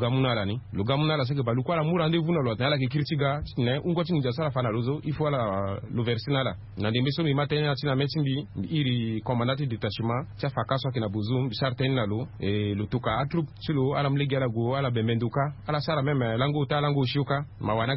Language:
Sango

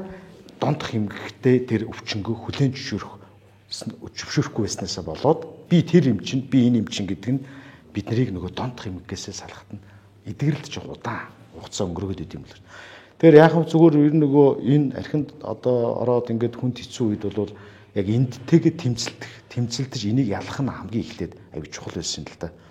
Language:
Mongolian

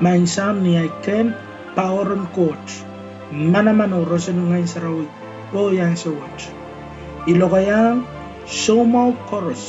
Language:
Pohnpeian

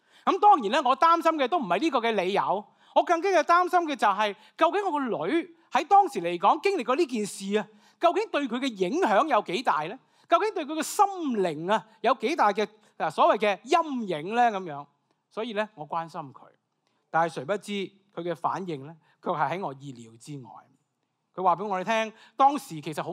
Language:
Cantonese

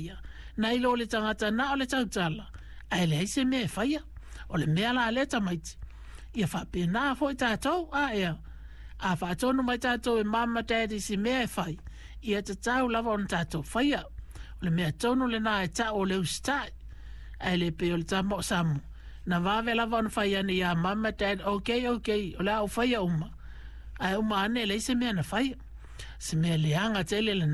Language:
Samoan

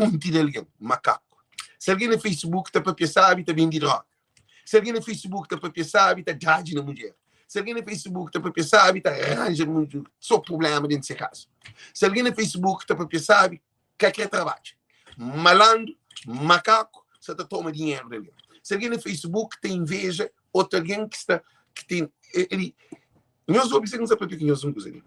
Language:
Kabuverdianu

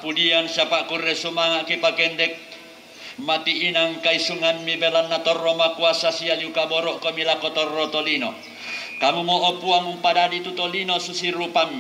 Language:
Toraja-Sa'dan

